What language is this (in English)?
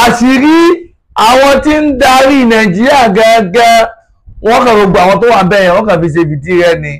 Yoruba